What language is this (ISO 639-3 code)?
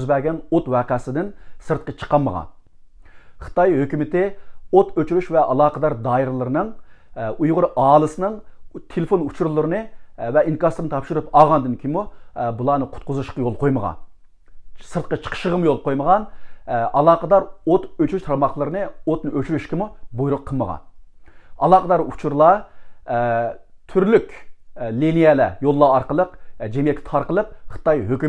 uig